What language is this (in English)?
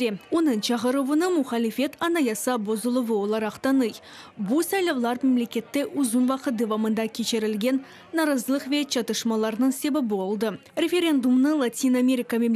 Crimean Tatar